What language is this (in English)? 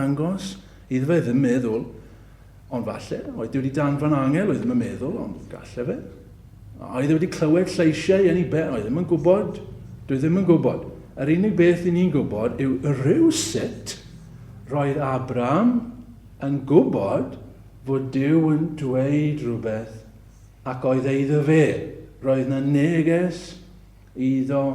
Welsh